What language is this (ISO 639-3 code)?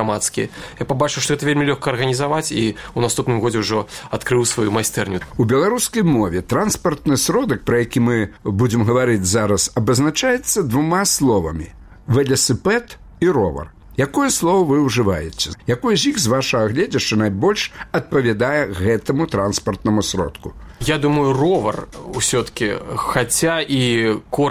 bel